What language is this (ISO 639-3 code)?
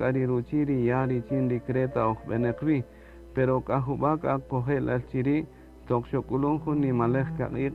cak